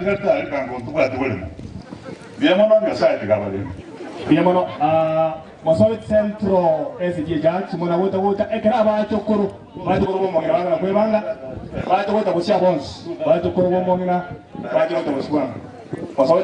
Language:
Gusii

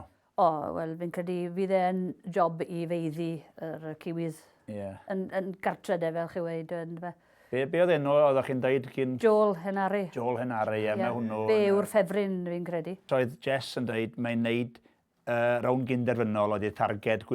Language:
Welsh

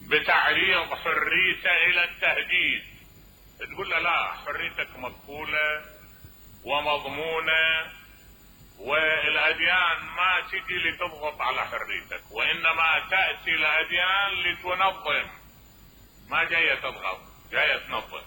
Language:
Mesopotamian Arabic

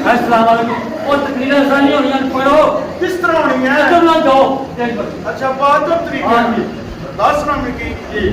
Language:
Pahari-Potwari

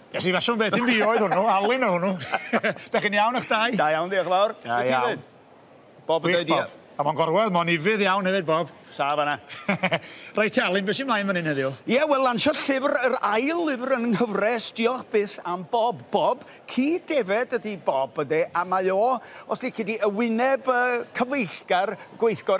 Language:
Welsh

